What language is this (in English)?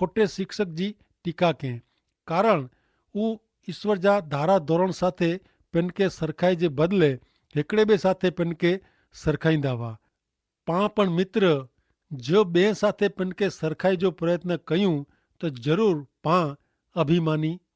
Kachhi